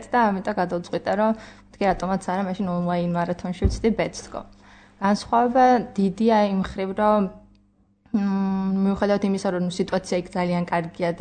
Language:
Georgian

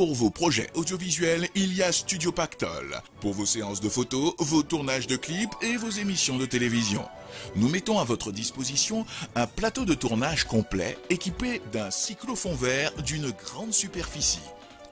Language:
French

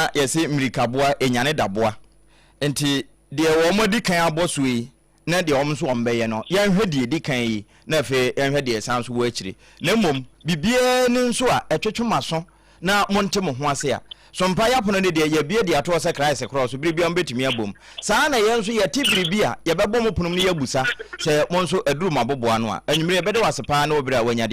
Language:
Akan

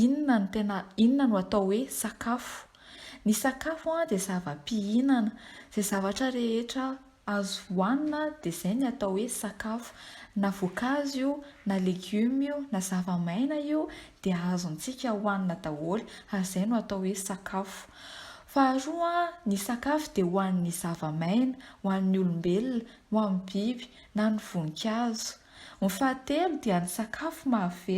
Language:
Malagasy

